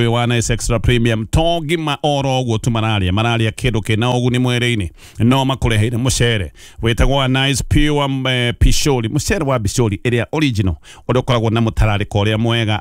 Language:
Kikuyu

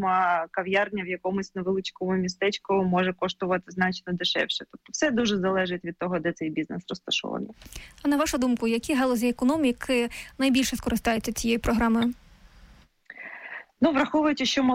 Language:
Ukrainian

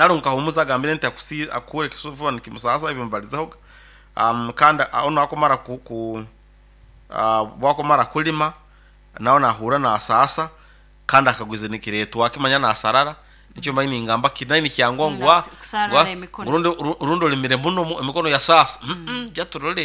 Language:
Nyoro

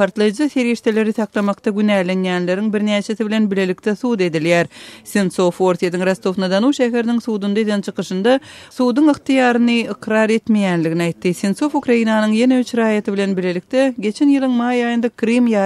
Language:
Turkmen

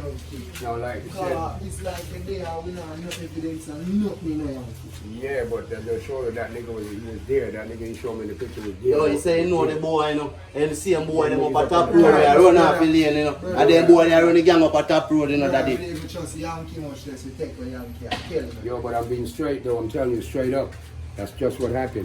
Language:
Jamaican Creole English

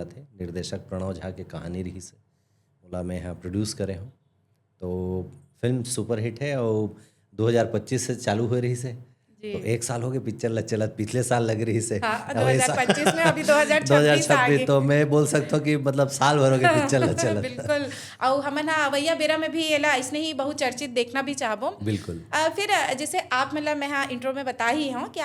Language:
Chhattisgarhi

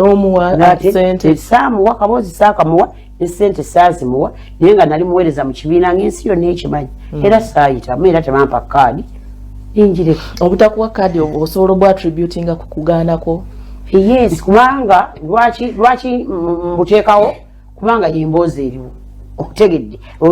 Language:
Ganda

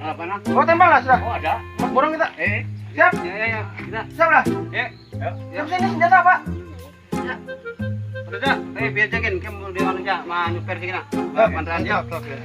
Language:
Banjar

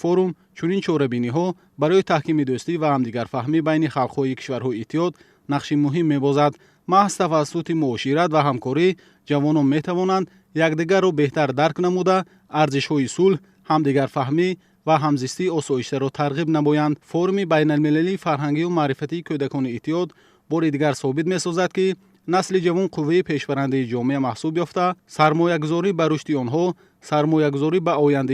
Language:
Tajik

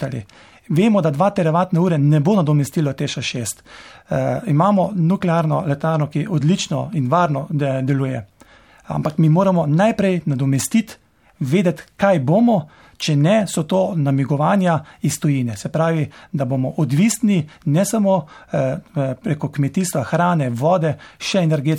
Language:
Slovenian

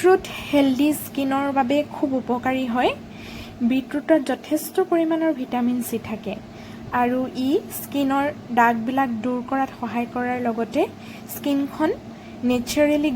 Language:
Assamese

